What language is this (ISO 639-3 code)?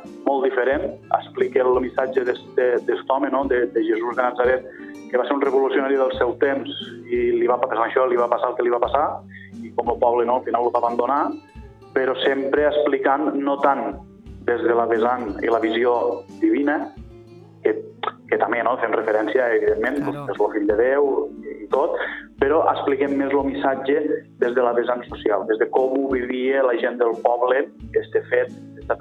cat